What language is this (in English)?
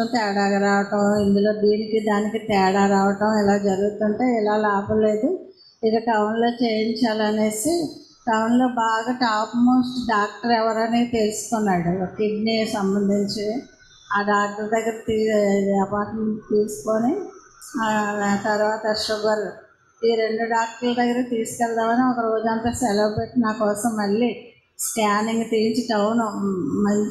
Telugu